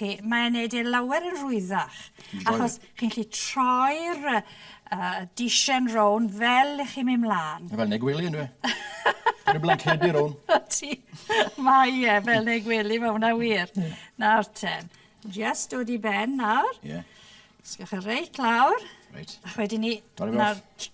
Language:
Welsh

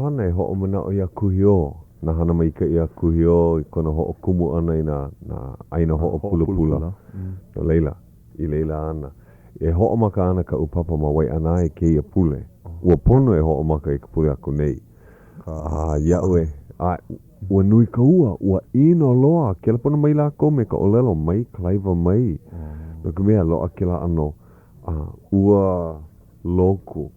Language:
Hawaiian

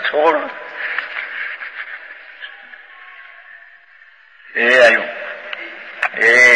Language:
Gujarati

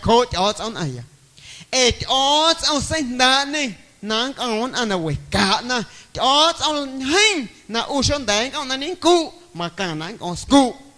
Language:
Guerrero Amuzgo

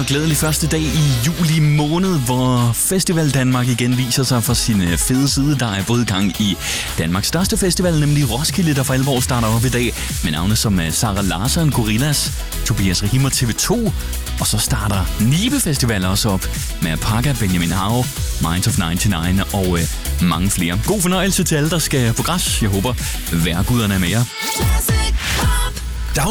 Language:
Danish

